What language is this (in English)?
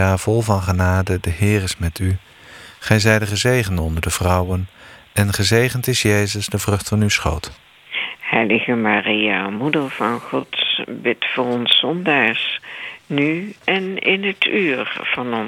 Dutch